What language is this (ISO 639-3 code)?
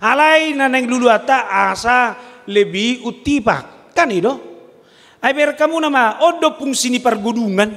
bbc